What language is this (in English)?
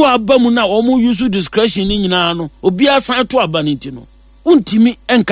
Akan